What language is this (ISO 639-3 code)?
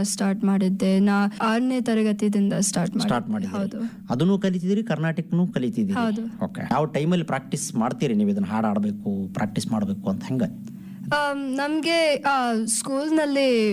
kan